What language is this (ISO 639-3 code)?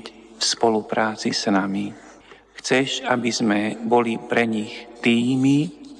slk